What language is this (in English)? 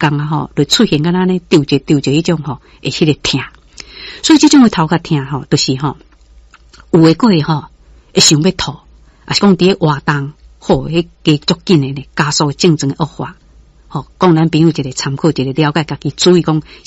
Min Nan Chinese